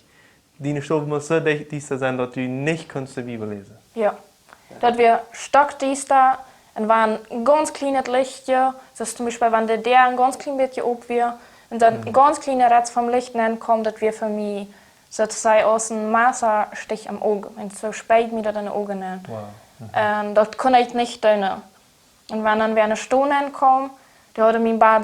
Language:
Plautdietsch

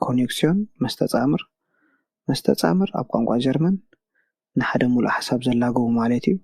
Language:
Tigrinya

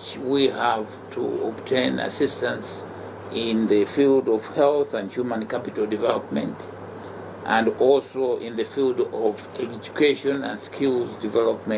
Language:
English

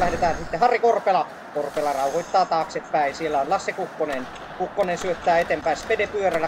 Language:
Finnish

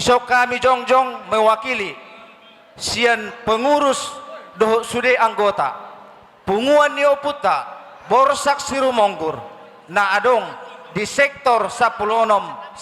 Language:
Batak Toba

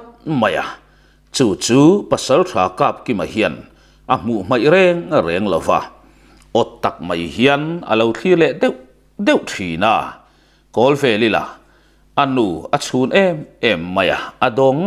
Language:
Mizo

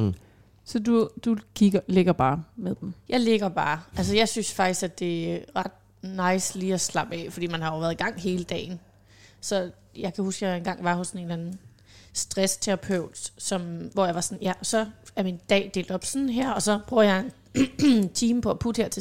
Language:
Danish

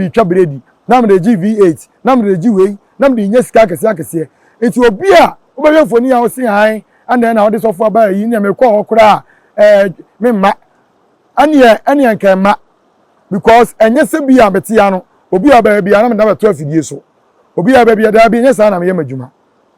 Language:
Akan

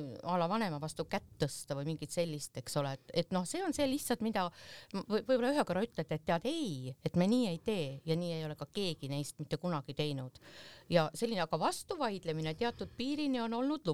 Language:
Estonian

